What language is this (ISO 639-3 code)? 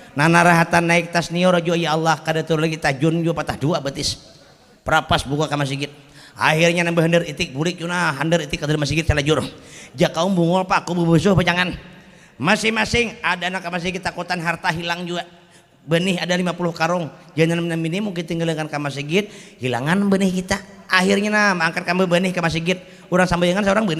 bjn